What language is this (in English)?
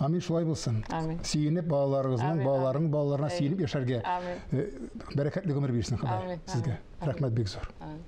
Tatar